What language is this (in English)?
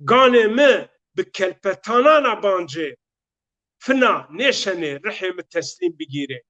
Zaza